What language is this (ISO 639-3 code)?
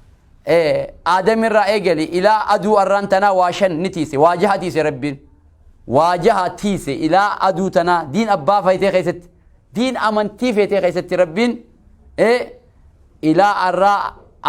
orm